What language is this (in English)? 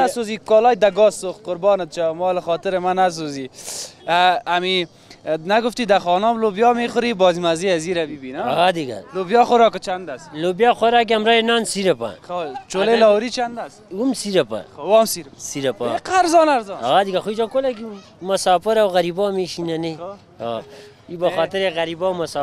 Persian